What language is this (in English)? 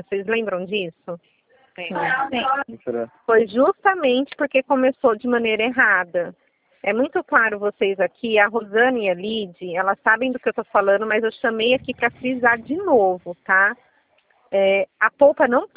Portuguese